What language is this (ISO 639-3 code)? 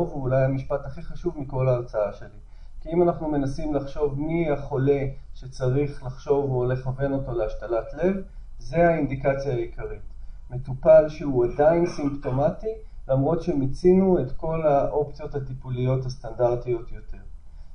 heb